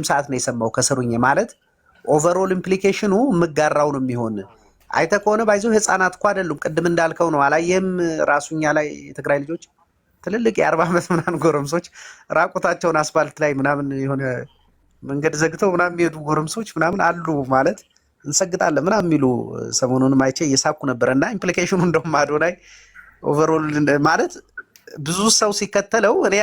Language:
Amharic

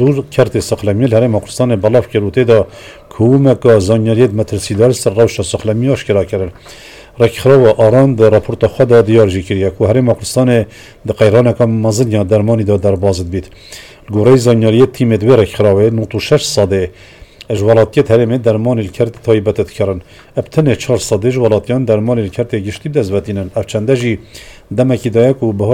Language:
Kurdish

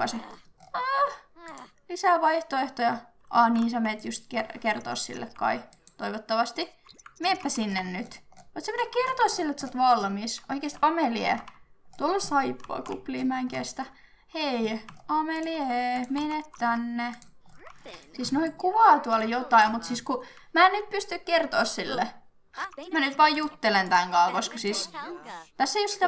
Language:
Finnish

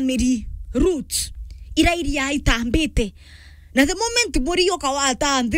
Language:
Meru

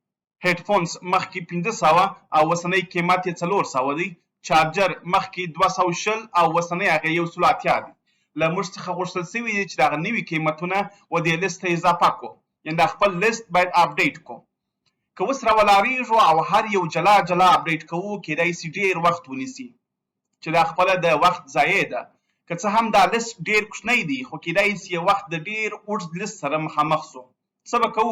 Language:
Pashto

